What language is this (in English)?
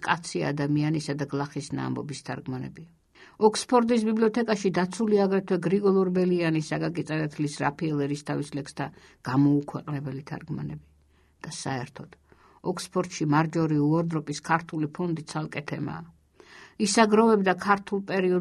Georgian